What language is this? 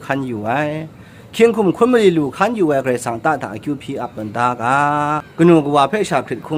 Kachin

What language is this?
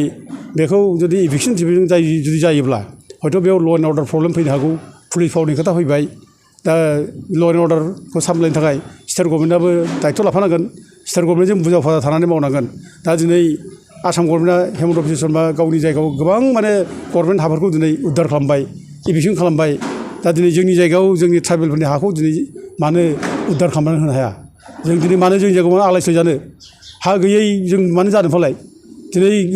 Bodo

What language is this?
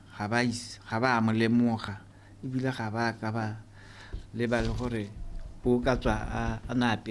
Tswana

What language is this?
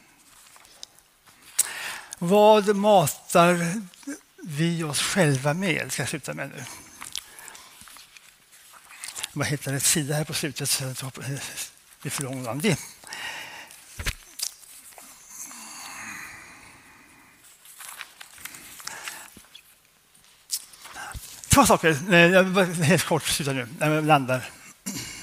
Swedish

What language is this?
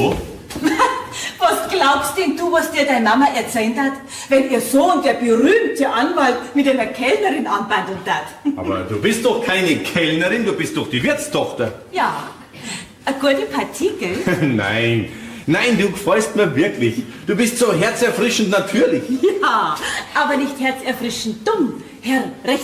Bavarian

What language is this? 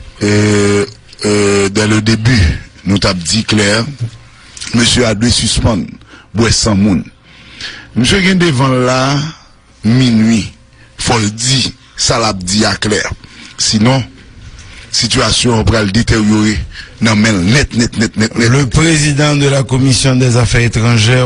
Haitian Creole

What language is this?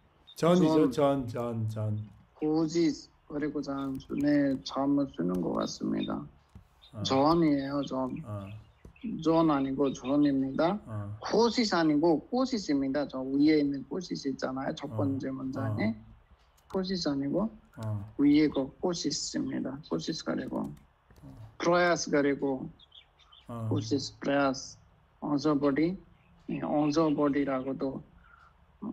Korean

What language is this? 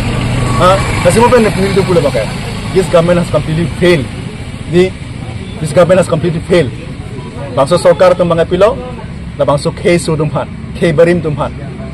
Karbi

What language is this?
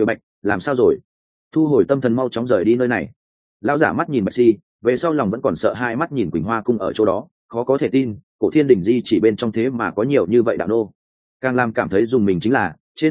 Vietnamese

